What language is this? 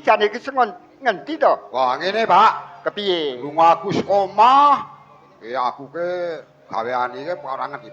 Javanese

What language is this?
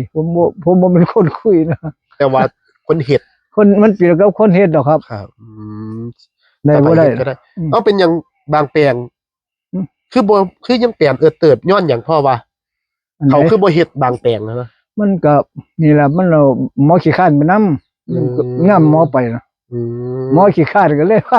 Northeastern Thai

